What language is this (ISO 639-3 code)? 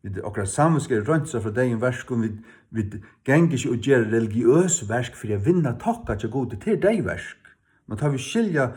fao